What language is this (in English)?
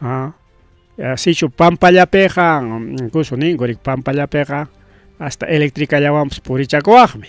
Ayacucho Quechua